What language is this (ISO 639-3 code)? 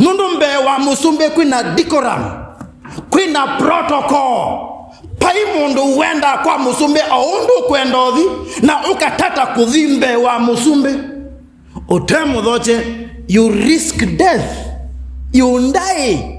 kam